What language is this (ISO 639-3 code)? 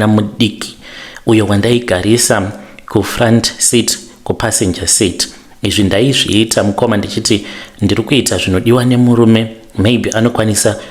sna